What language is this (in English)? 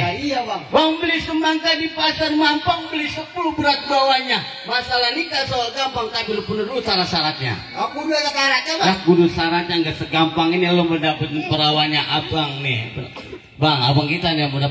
Betawi